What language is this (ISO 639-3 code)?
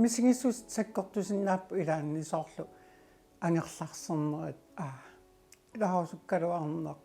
kal